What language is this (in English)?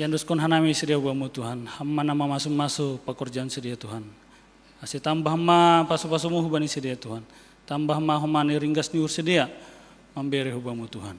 Batak Simalungun